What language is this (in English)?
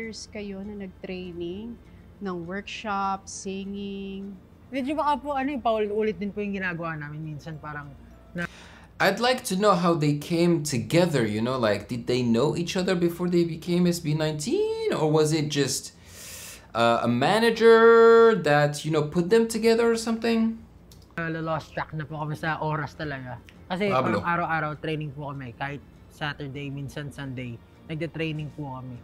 Filipino